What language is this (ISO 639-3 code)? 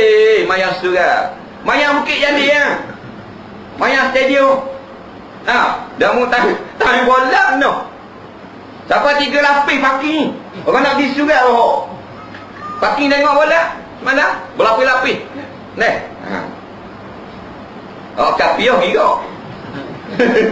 msa